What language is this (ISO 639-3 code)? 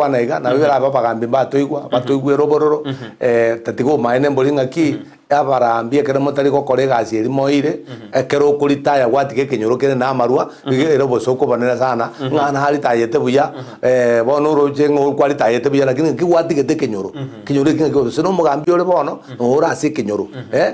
guz